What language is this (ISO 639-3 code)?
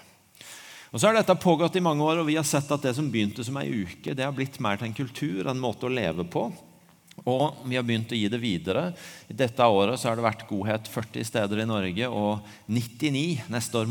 nor